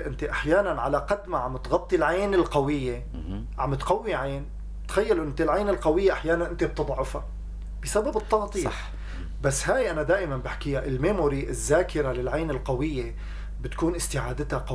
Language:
North Levantine Arabic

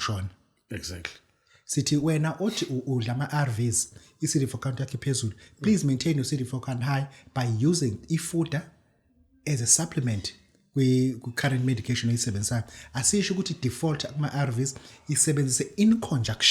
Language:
Zulu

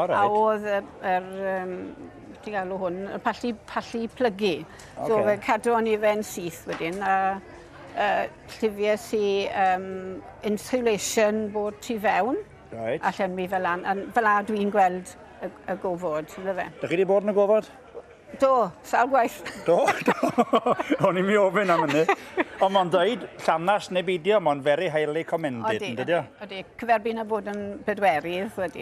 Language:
Welsh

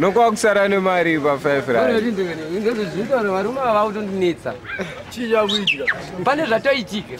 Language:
Shona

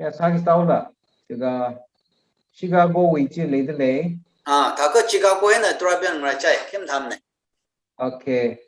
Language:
Tangkhul Naga (India)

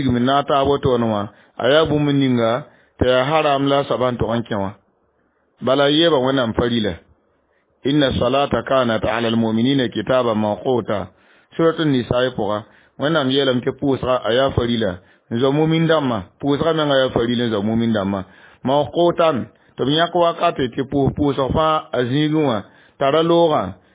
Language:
Mossi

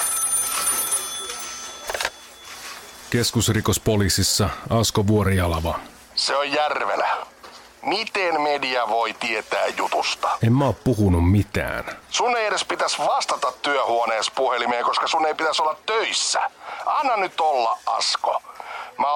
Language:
Finnish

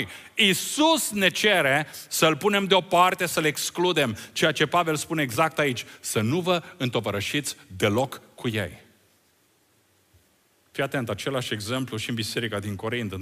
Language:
Romanian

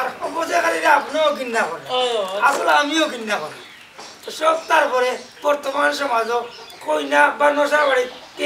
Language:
Sylheti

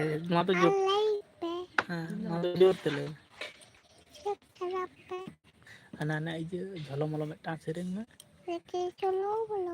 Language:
Santali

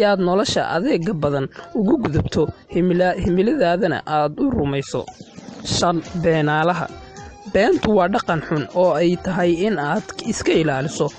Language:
Somali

